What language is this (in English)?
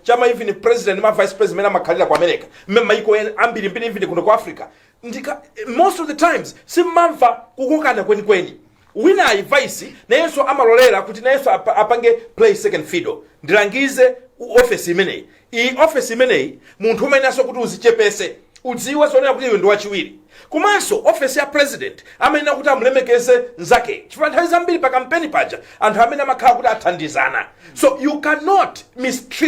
Nyanja